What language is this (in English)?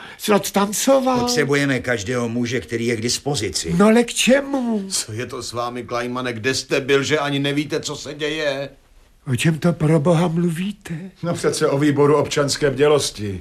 Czech